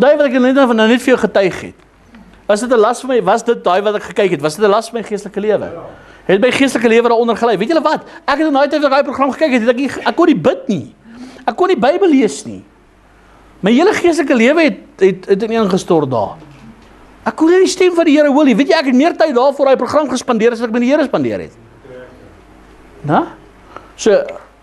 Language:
Afrikaans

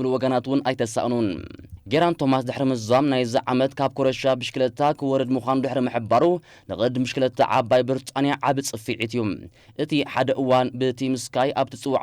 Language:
Tigrinya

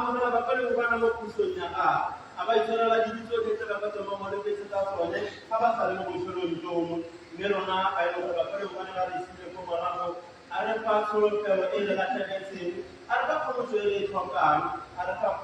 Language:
Tswana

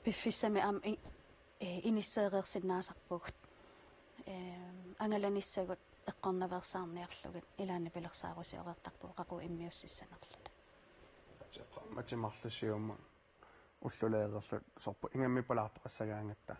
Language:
Kalaallisut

